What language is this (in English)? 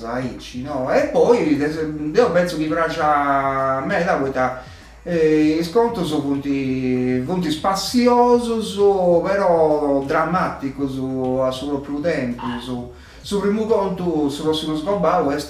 Sardinian